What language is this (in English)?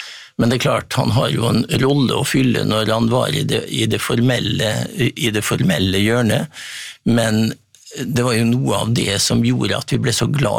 Norwegian